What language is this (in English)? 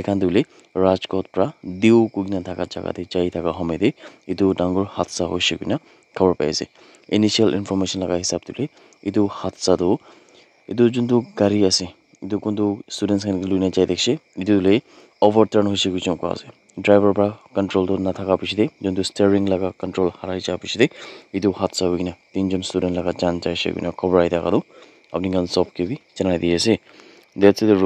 Naga Pidgin